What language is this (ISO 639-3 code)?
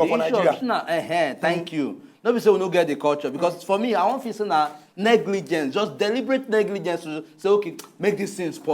pcm